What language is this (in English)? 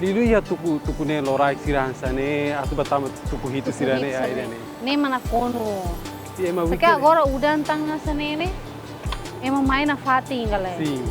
Tetum